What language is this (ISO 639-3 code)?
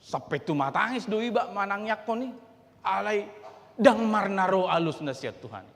bbc